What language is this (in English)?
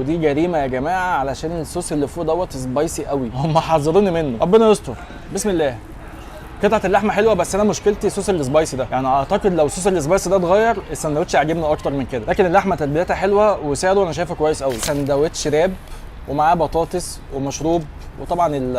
Egyptian Arabic